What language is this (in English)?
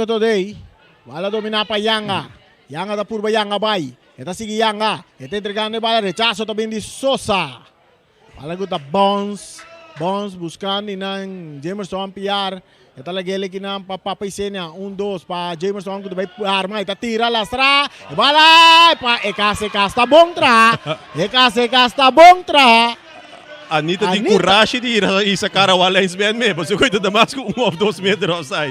Papiamento